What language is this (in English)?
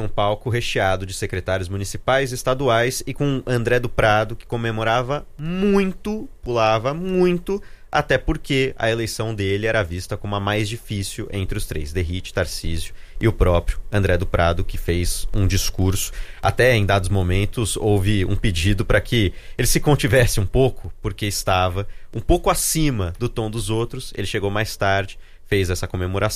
Portuguese